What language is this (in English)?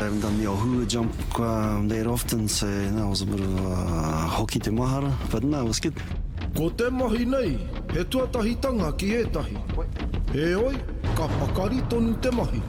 Māori